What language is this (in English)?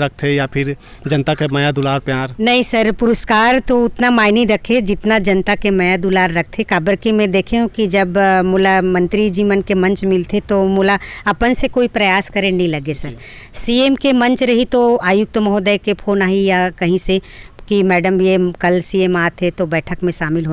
Chhattisgarhi